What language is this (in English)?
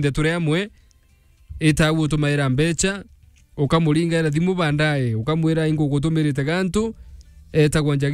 Meru